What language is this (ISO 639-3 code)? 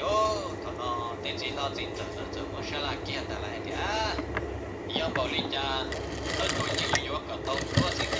hmn